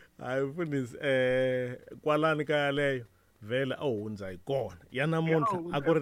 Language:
Tsonga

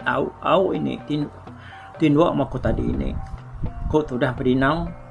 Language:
Iban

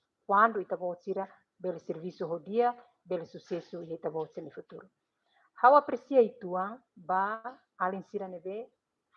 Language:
Tetum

